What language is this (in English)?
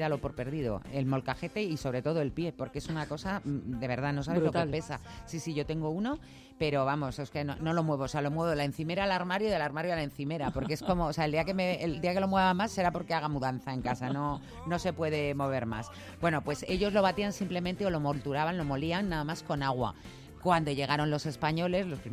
Spanish